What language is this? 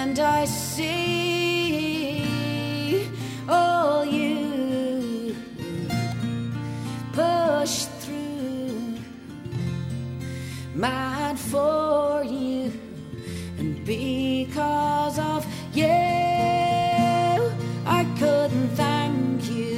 Estonian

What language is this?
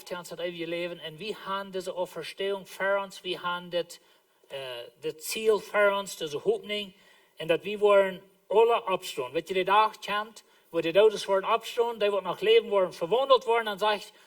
Plautdietsch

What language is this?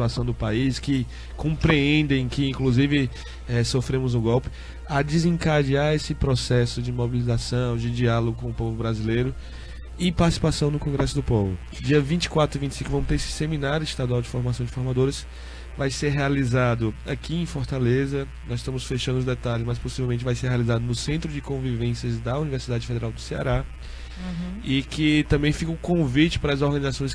Portuguese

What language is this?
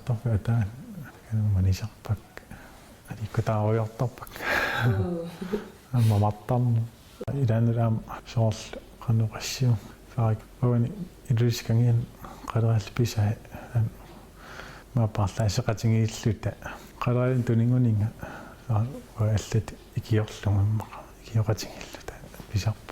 Kalaallisut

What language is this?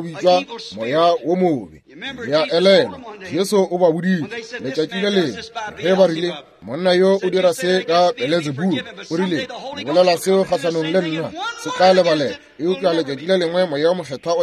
Northern Sotho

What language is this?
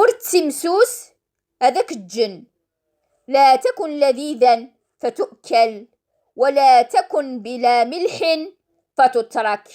Kabyle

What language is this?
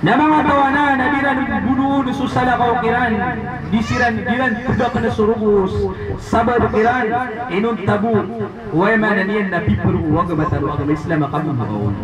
Maranao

